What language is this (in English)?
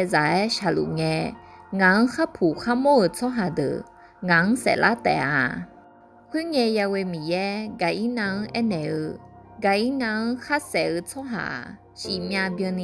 Akha